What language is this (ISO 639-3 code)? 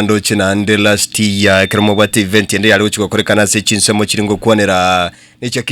guz